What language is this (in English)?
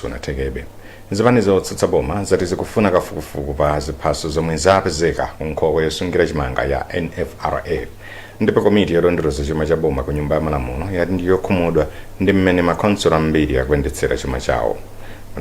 Nyanja